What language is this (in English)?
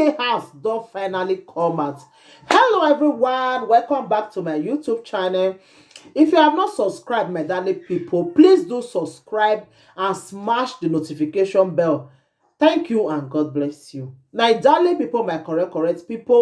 Nigerian Pidgin